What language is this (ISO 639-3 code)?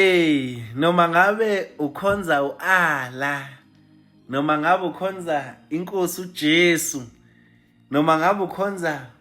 zul